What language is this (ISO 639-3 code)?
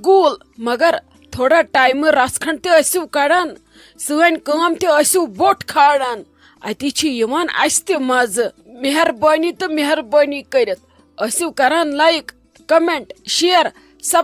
kas